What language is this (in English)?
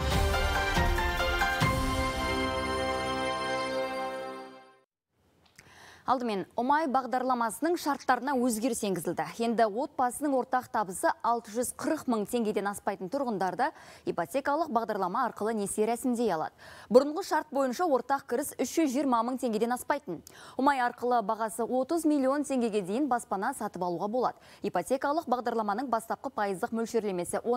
Kazakh